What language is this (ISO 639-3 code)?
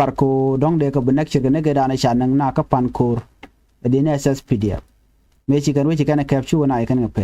nus